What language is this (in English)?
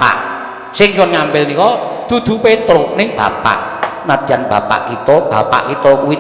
Javanese